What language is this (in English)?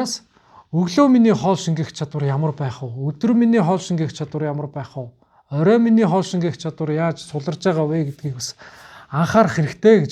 Mongolian